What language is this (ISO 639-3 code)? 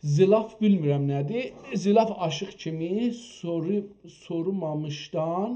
azb